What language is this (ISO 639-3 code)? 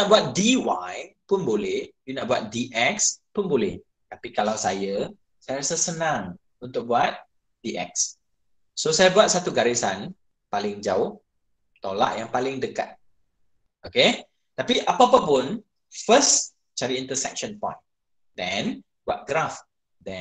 msa